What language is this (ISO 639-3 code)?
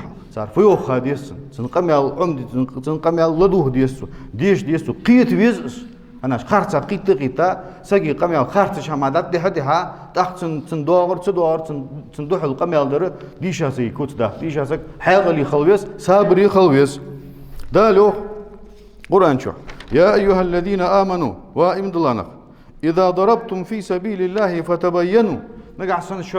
inh